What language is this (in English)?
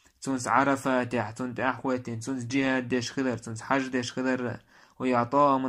Chechen